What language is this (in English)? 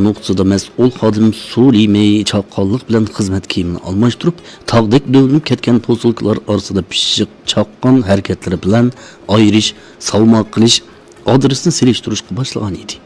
Uyghur